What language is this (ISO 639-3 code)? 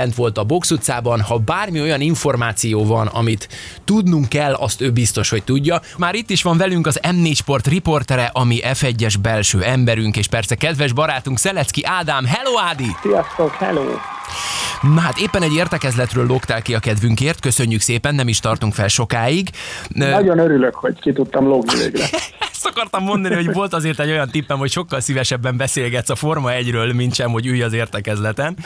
hun